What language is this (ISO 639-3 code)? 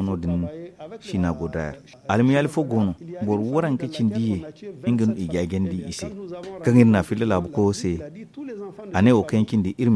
dje